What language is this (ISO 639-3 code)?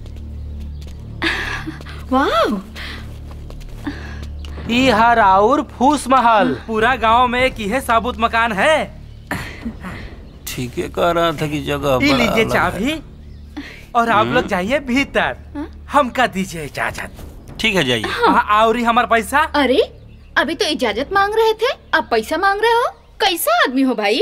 bho